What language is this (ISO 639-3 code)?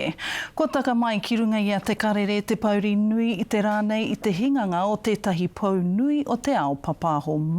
mri